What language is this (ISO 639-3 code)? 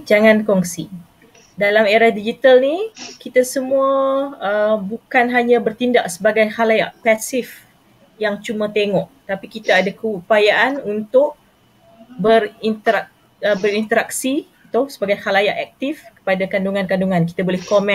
msa